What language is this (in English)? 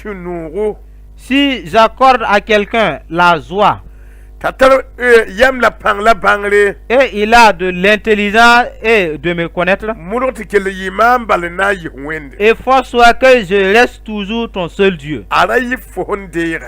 Mossi